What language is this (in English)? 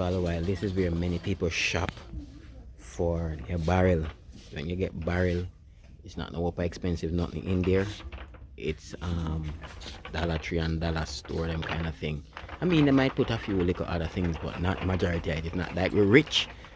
Jamaican Creole English